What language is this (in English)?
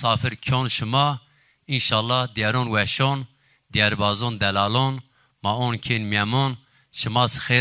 Zaza